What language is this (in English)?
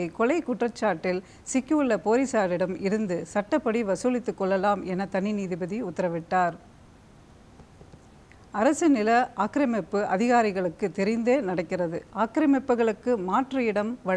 Tamil